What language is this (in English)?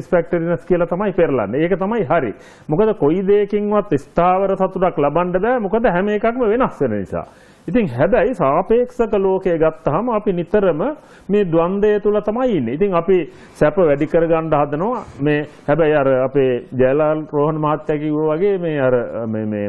Sinhala